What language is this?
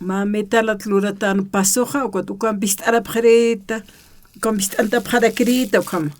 Aymara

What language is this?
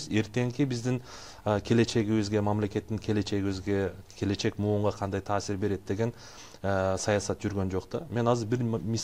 Kyrgyz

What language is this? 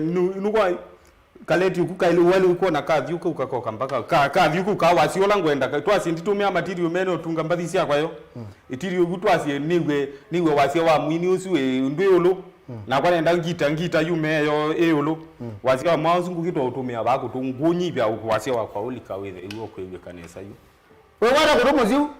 Kamba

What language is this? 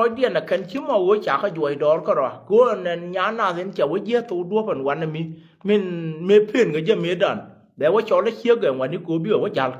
Nuer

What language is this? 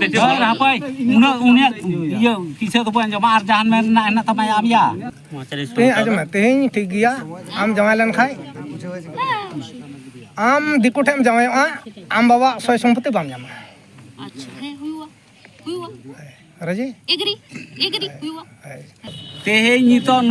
Santali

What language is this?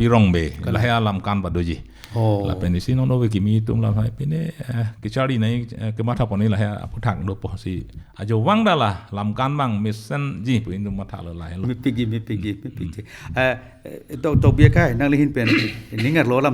Karbi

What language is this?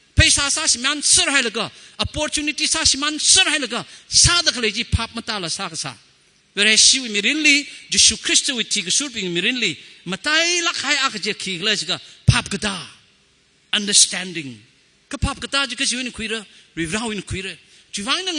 Tangkhul Naga (India)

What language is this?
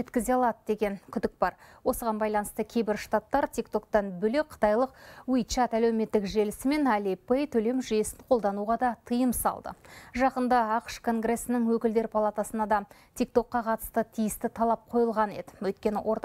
Kazakh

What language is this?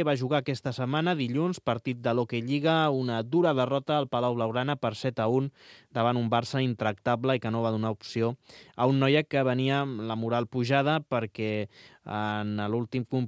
Catalan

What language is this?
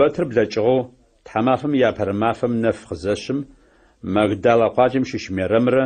Adyghe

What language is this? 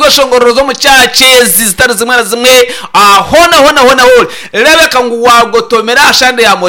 Nyankole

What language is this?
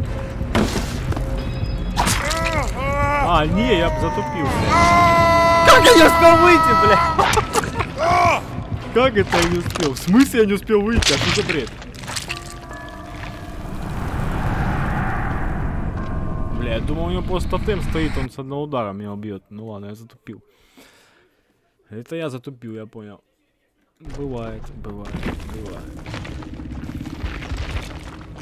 Russian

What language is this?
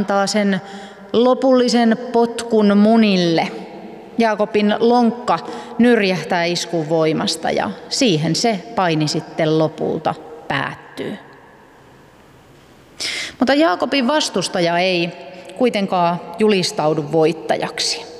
Finnish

